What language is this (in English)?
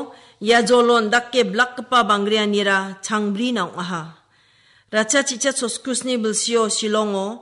Garo